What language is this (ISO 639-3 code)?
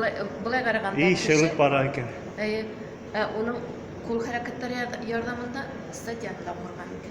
bak